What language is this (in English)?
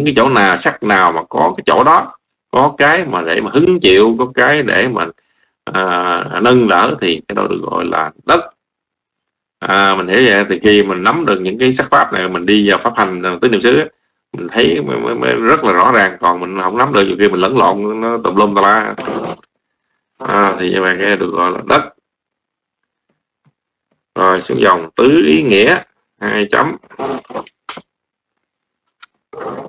Vietnamese